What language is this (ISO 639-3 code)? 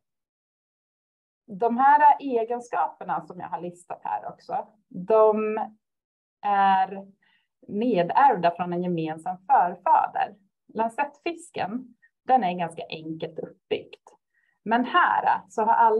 swe